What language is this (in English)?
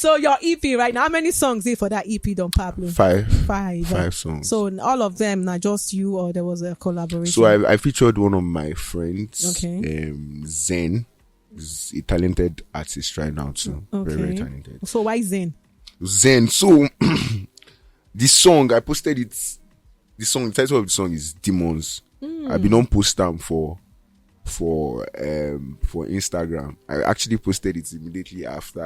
Nigerian Pidgin